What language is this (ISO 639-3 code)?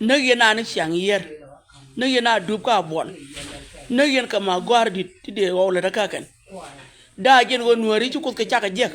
nus